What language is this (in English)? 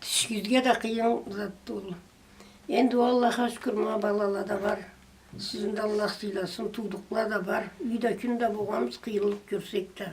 Karachay-Balkar